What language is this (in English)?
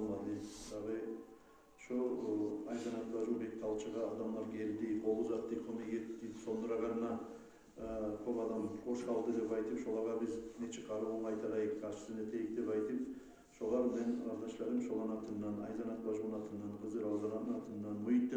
Kumyk